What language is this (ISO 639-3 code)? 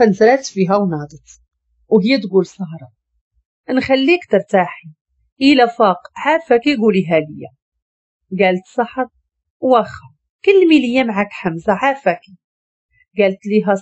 ary